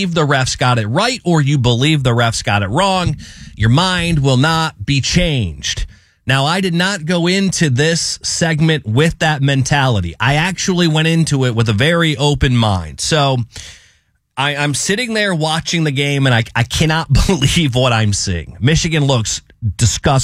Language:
English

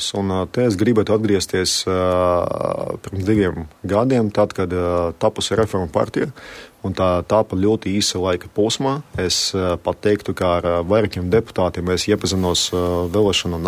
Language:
Latvian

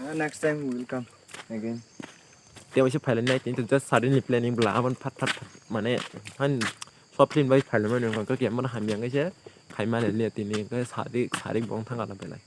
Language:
Kok Borok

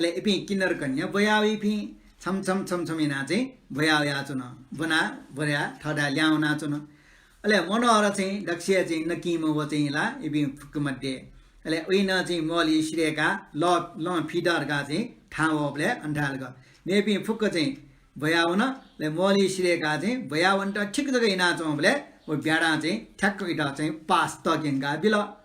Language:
Newari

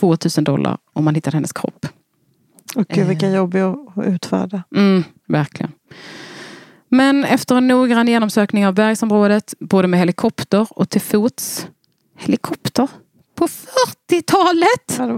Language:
Swedish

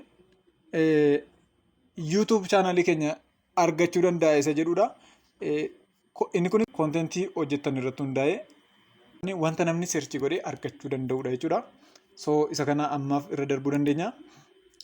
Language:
Oromo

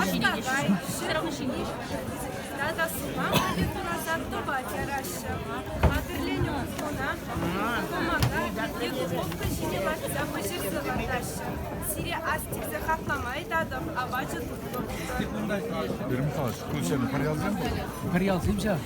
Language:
Chuvash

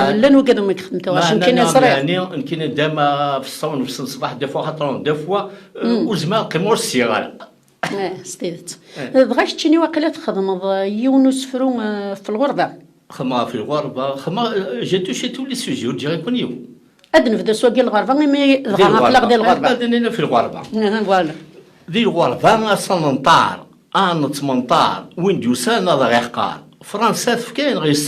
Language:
Kabyle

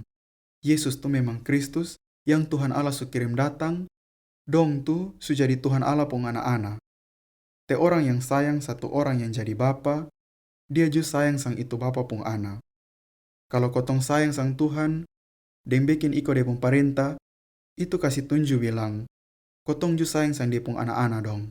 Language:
Kupang Malay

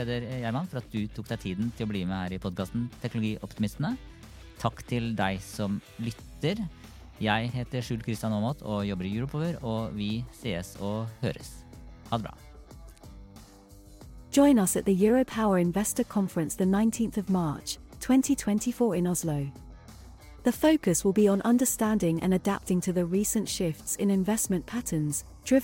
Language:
Norwegian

